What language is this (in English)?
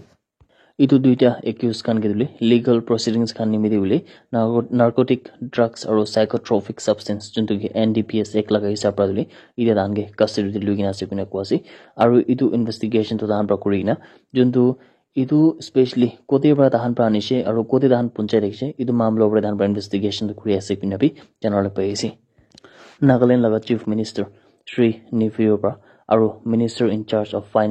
Naga Pidgin